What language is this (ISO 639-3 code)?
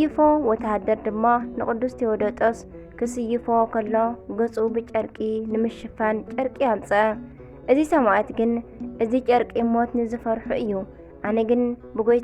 tir